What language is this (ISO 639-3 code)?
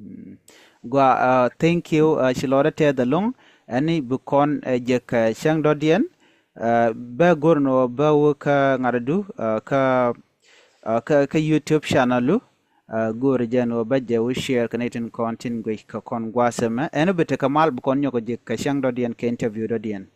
nus